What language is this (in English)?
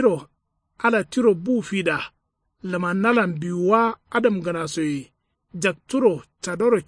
Kanuri